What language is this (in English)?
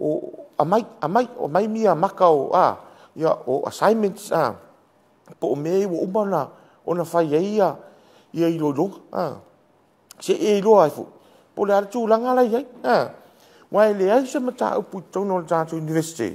Samoan